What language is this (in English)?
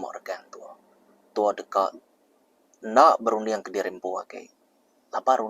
Iban